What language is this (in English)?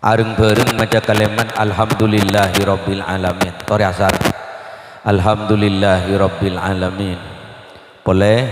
Madurese